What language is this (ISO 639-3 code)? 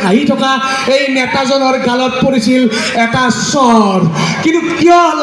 asm